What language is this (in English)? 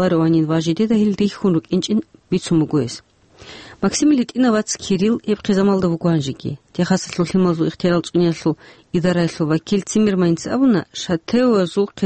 Avaric